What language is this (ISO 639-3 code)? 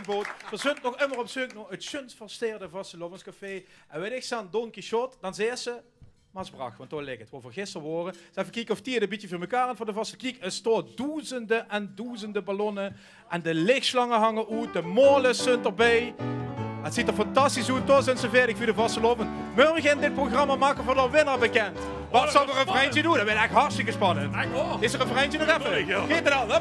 lim